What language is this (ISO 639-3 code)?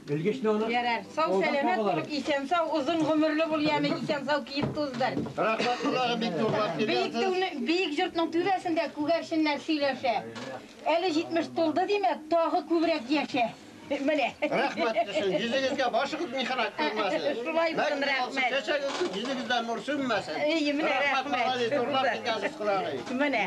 tat